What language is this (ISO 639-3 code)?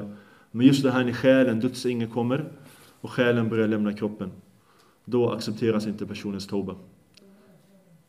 swe